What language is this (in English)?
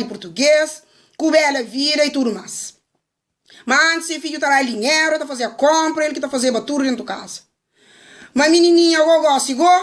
Kabuverdianu